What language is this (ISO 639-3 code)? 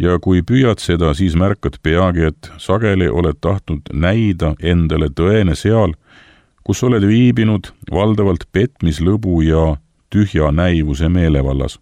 est